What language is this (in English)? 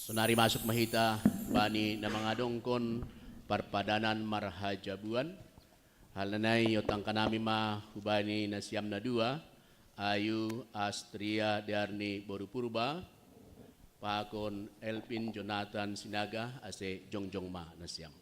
Batak Simalungun